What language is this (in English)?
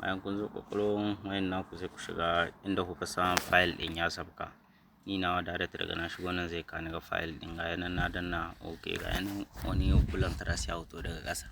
Hausa